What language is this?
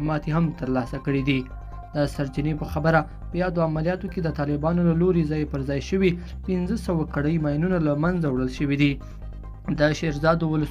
Pashto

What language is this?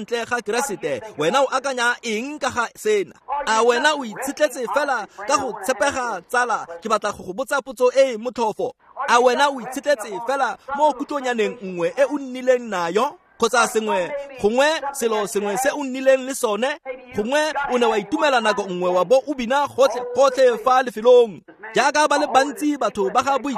Tswana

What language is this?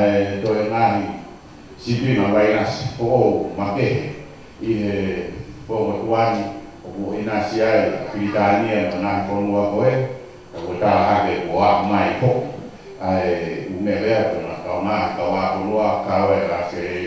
Tongan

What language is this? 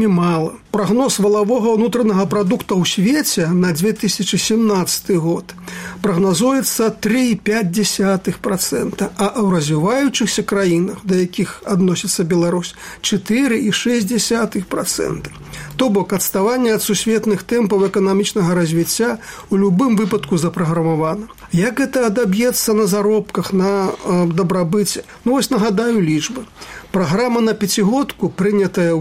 Belarusian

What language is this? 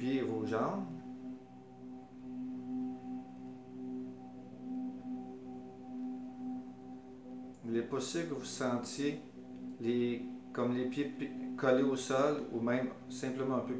French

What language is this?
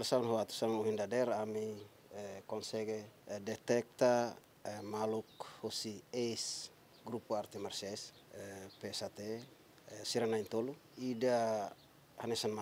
Tetum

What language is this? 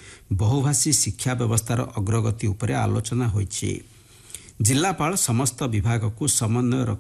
Odia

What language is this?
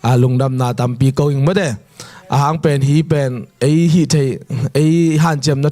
Tedim Chin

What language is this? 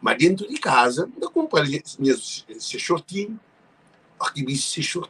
Kabuverdianu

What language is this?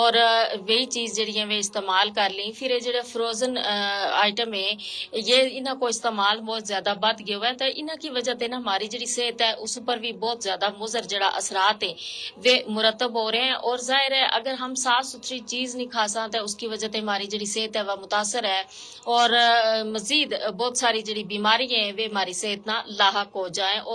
Gujari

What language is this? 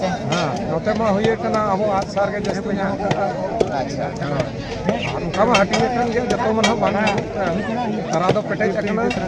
Santali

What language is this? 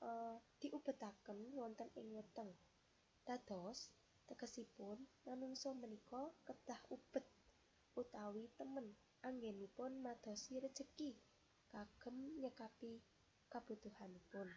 Javanese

